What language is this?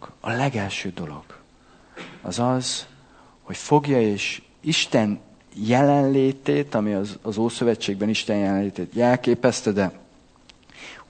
Hungarian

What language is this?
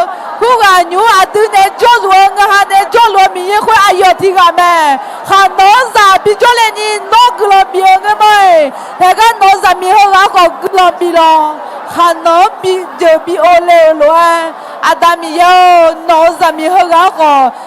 Akha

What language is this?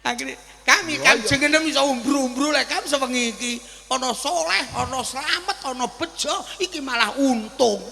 Javanese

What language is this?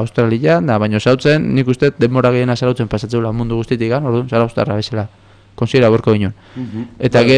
Basque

